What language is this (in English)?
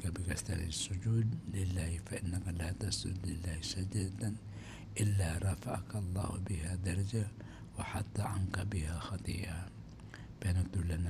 Maranao